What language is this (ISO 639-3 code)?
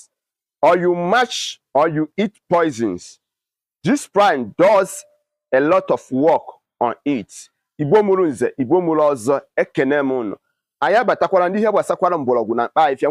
ibo